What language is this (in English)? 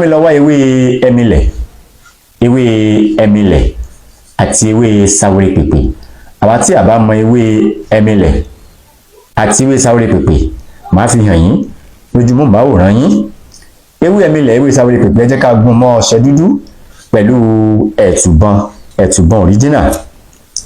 Yoruba